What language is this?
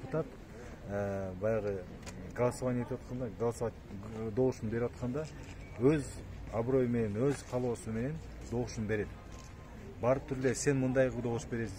Kyrgyz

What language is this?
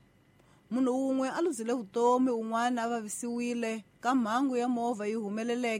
Tsonga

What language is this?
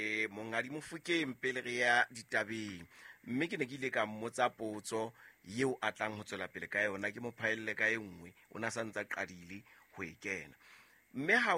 Southern Sotho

